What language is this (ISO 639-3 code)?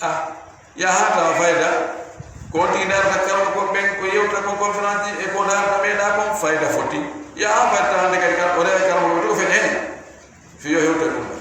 ful